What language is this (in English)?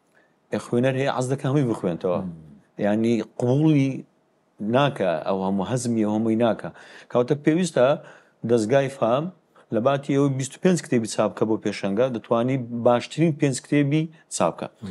Central Kurdish